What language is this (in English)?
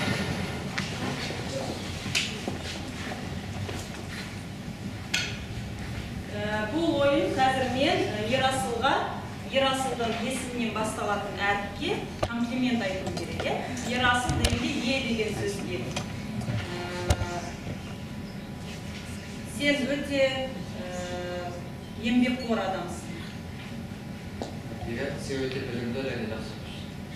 Kazakh